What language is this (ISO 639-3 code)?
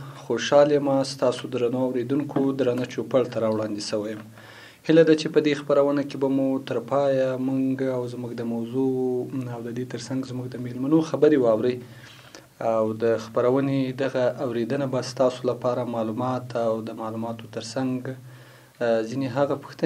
pus